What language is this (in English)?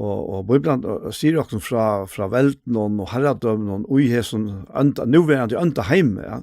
Faroese